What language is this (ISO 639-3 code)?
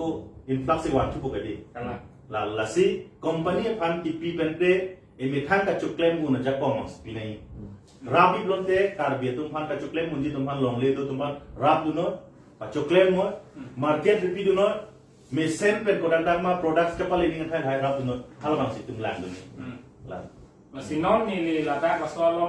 mjw